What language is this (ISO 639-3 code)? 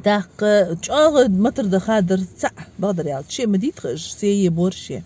inh